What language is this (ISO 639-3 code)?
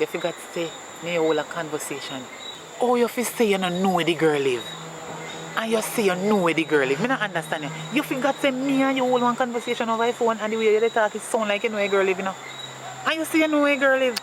jam